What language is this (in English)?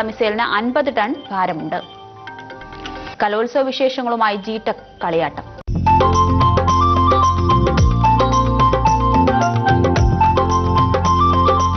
Malayalam